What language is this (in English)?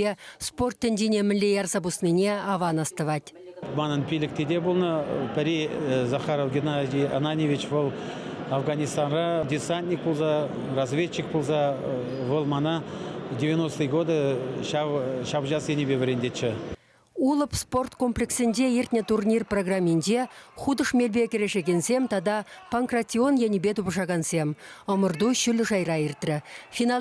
Chuvash